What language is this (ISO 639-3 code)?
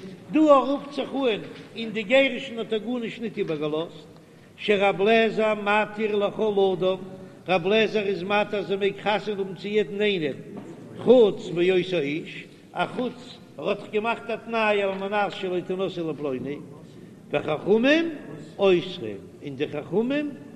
yid